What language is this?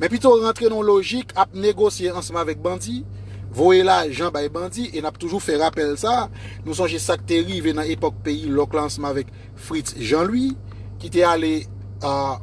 Haitian Creole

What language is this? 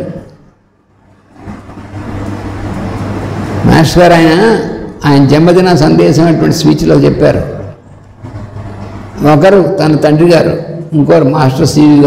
Telugu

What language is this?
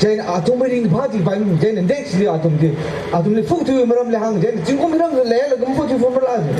Tangkhul Naga (India)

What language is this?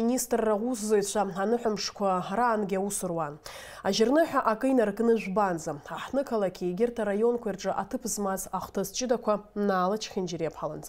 Abkhazian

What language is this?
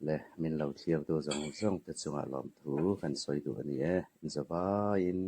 Hmar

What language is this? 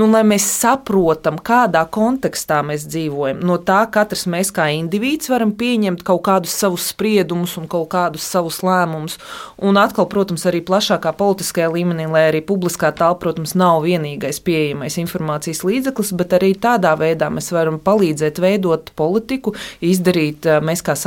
Latvian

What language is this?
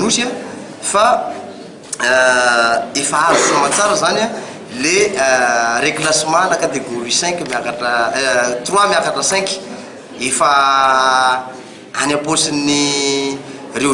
Malagasy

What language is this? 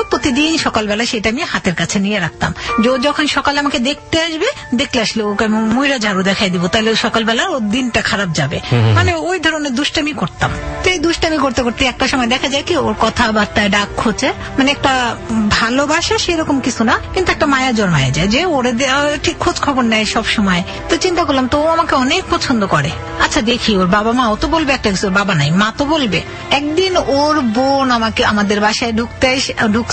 Bangla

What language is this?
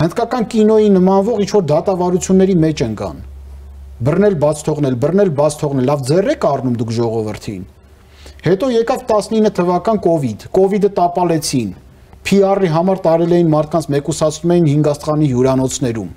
Armenian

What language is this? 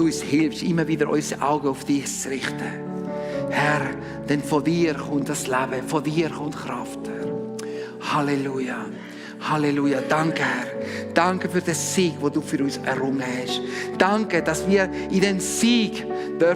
Swiss German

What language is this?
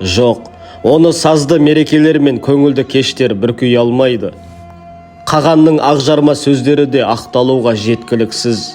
Kazakh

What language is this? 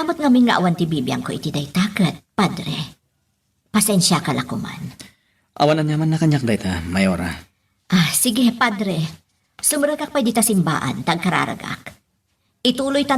Iloko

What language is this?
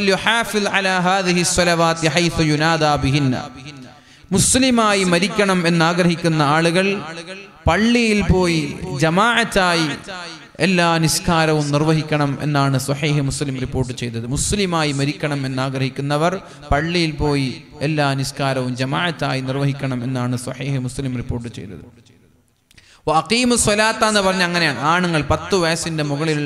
Malayalam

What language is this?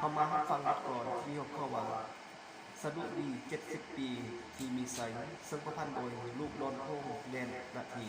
Lao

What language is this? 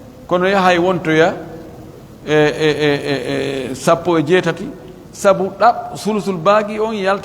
Pular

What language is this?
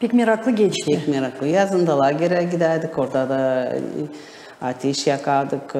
Gagauz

